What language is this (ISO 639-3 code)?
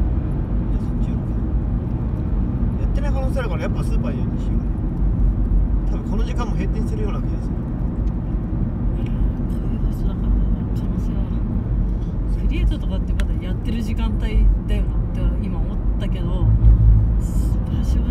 jpn